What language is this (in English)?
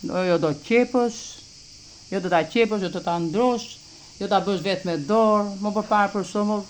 Albanian